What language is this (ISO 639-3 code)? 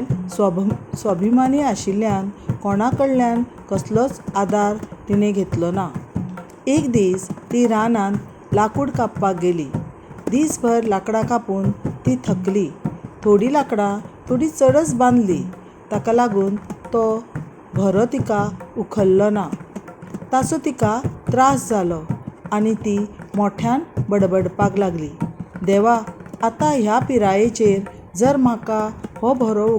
kok